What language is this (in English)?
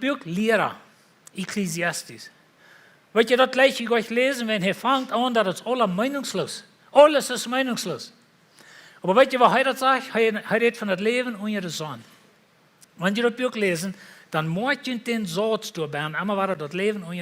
Plautdietsch